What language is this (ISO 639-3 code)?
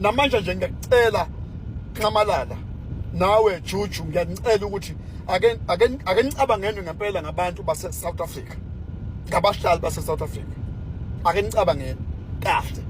zul